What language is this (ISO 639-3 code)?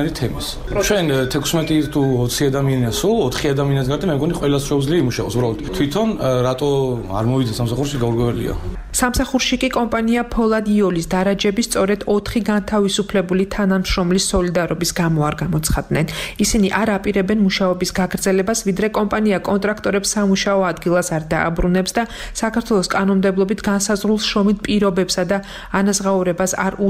kat